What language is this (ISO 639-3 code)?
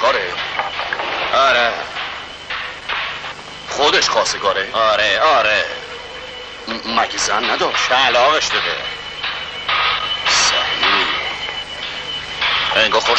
fas